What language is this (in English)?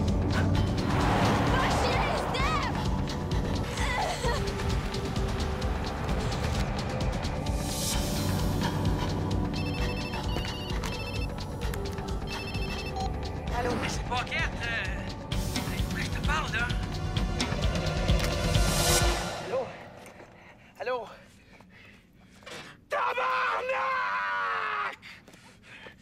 French